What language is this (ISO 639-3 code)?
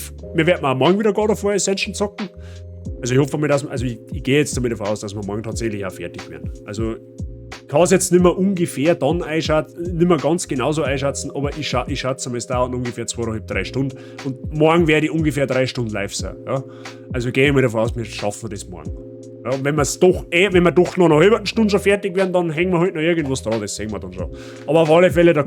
bar